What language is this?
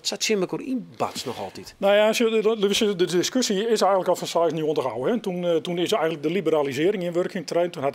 Western Frisian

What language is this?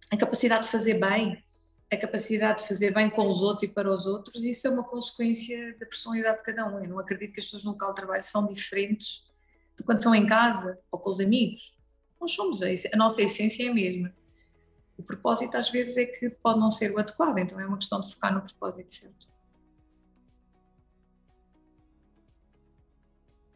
Portuguese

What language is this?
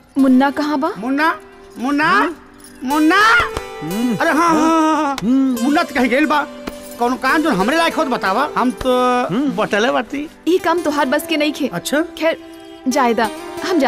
Bhojpuri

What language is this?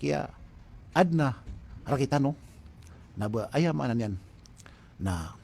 Maranao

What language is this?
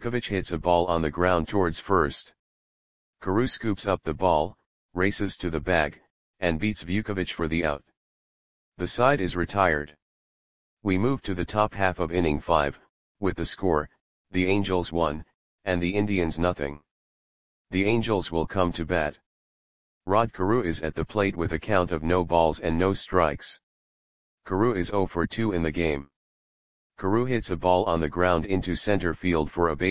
English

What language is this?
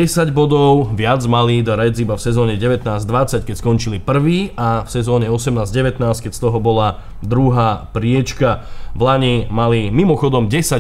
Slovak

